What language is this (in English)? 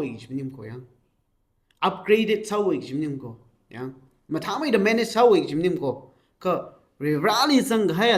Tangkhul Naga (India)